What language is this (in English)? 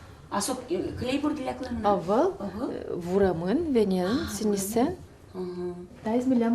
Udmurt